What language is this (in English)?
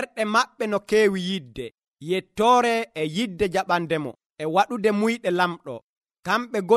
Nigerian Fulfulde